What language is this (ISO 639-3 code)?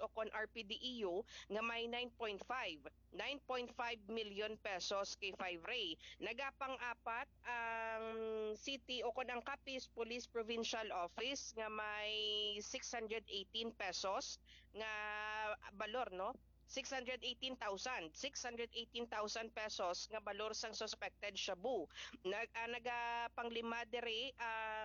hil